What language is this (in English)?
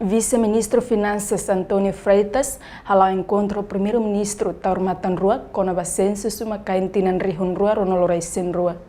Tetum